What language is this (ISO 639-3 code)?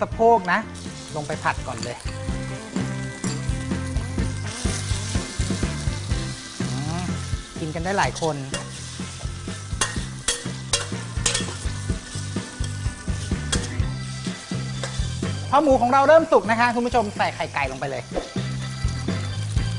tha